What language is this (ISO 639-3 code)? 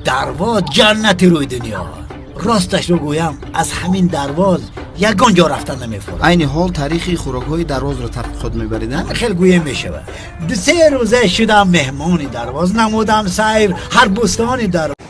tgk